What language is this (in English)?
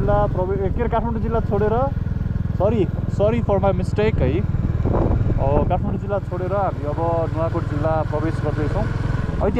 Nepali